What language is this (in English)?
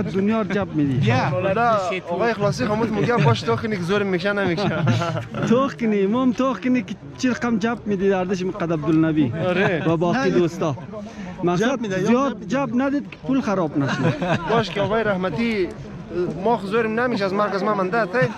Persian